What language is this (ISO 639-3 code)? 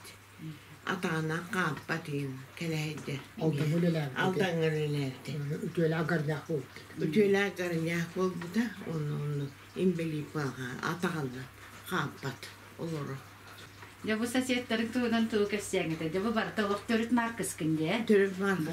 sah